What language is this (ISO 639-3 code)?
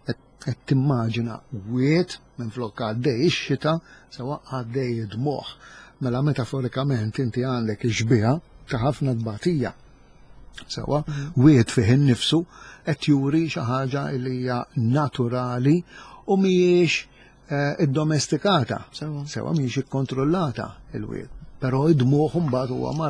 mlt